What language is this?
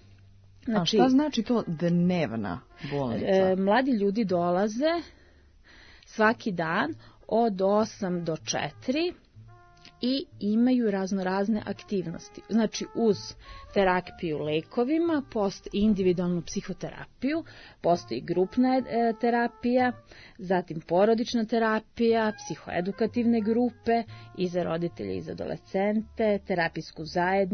Serbian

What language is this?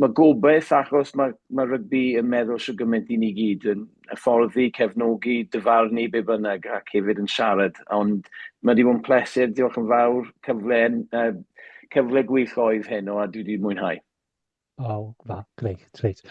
Welsh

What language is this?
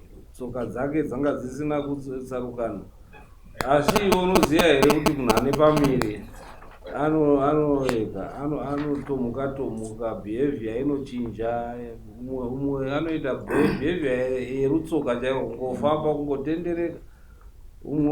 Shona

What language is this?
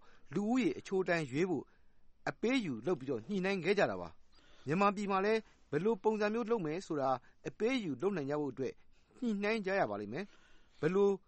Burmese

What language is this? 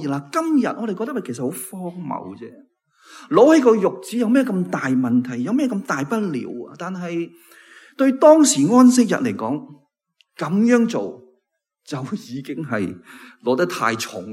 Cantonese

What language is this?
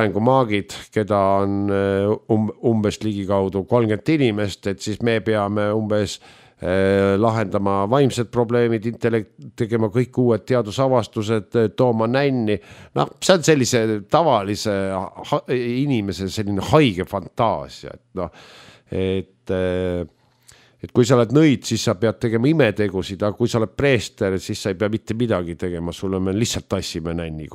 Estonian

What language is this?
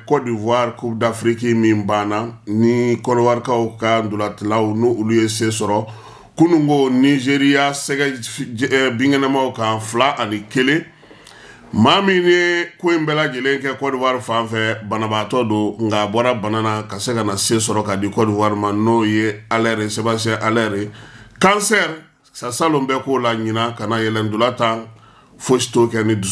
Bambara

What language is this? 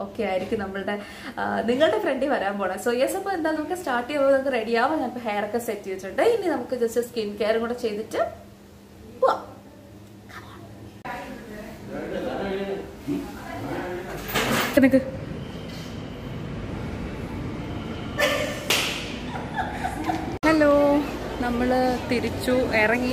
Malayalam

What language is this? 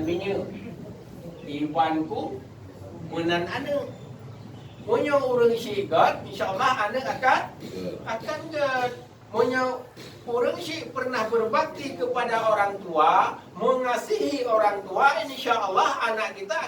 Achinese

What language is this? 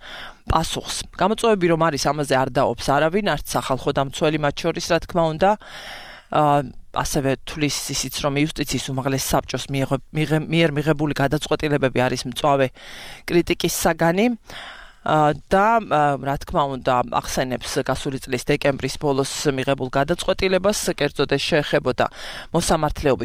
Georgian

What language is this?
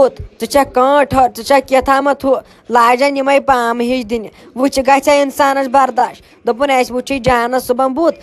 Kashmiri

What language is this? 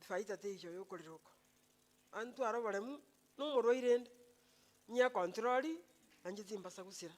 Gusii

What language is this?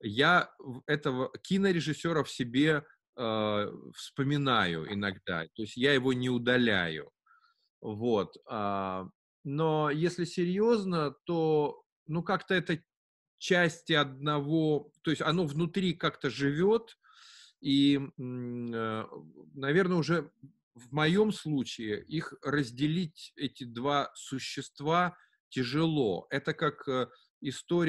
Russian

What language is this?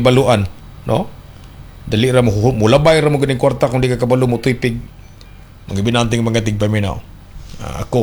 Cebuano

